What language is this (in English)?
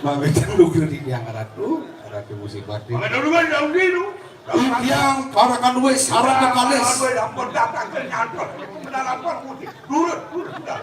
Balinese